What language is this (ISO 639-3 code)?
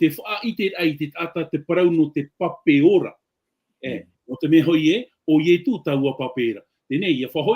tah